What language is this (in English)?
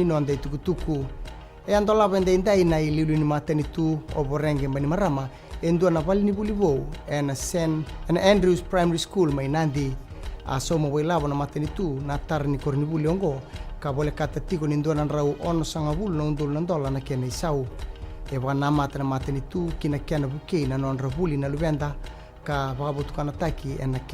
Fijian